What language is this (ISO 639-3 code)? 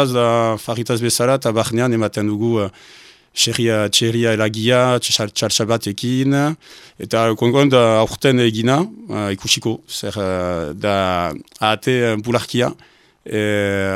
eus